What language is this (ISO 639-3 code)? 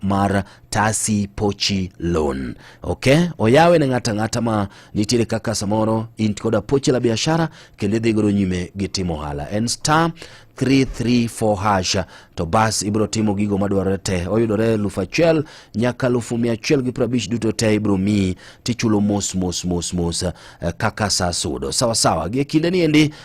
luo